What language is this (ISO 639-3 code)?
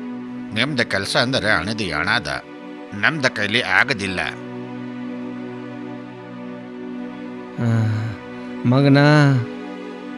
kan